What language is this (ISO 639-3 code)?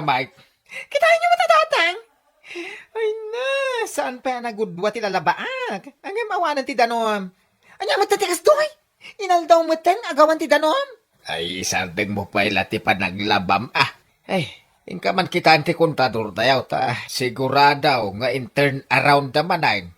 ilo